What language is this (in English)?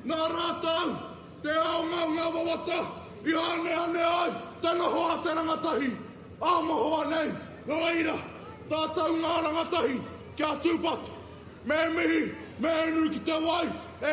Māori